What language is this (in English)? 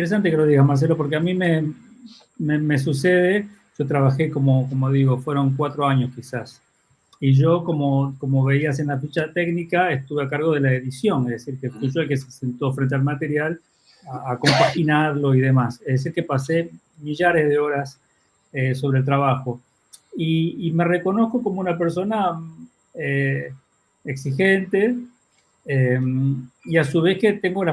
Ladino